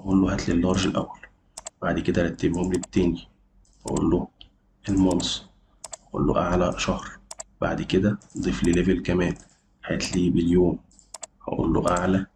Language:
Egyptian Arabic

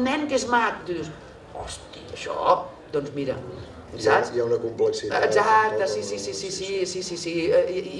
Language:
Catalan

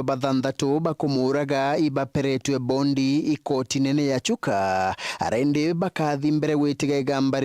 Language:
Meru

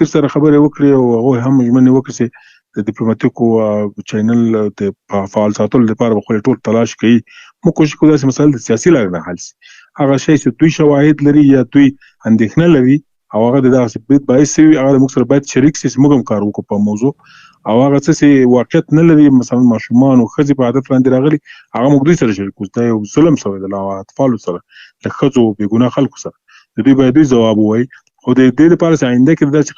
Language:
Pashto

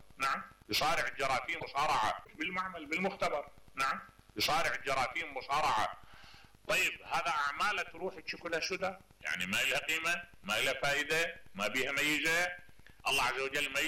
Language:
Mesopotamian Arabic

